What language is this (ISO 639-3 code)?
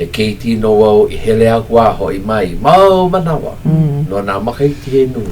haw